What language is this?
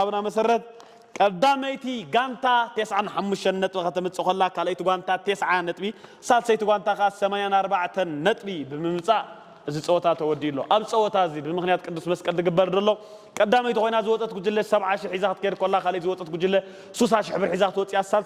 Tigrinya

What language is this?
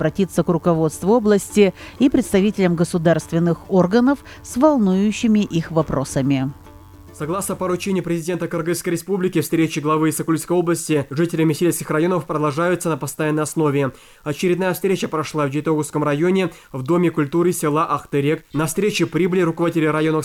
Russian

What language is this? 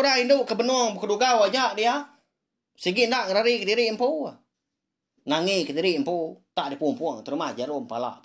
Iban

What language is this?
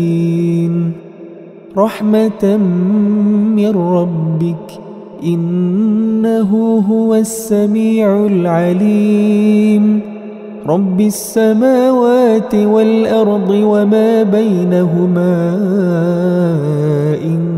Arabic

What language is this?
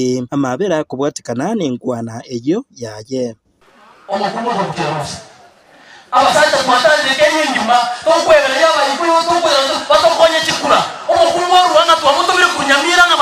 Gusii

